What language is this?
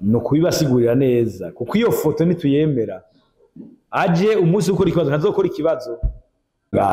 Rundi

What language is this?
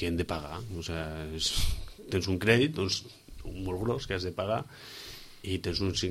Catalan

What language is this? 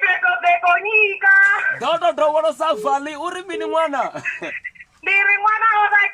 Venda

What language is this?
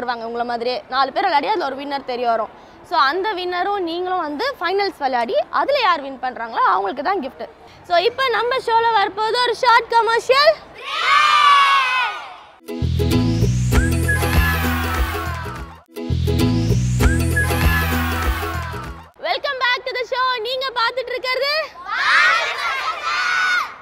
Tamil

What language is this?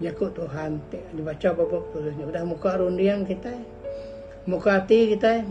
Iban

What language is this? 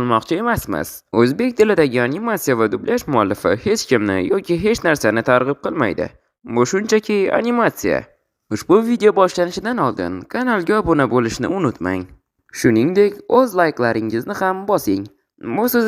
Uzbek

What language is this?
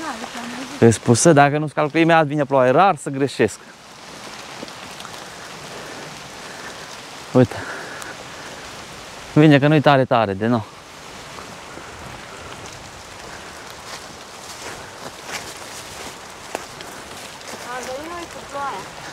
Romanian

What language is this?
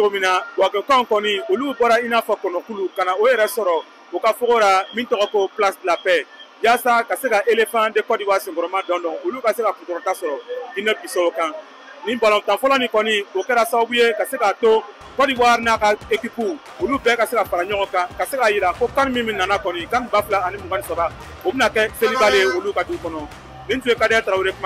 Bambara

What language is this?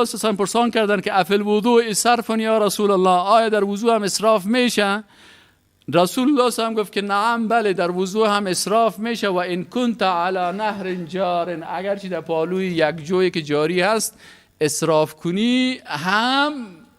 Persian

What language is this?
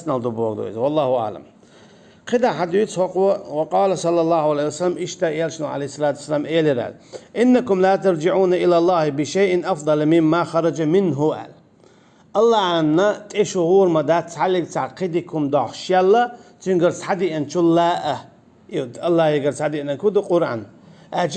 Chechen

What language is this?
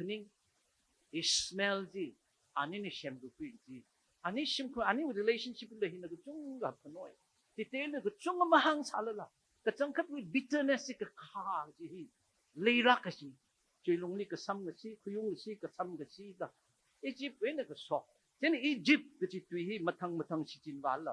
Tangkhul Naga (India)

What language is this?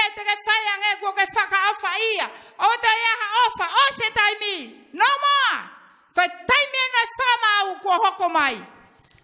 Tongan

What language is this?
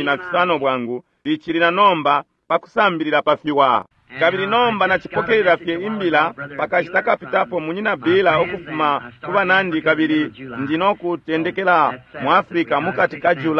Bemba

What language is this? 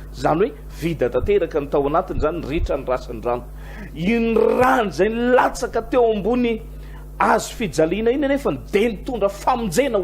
Malagasy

